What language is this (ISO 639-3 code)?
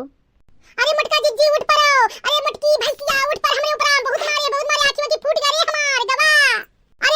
awa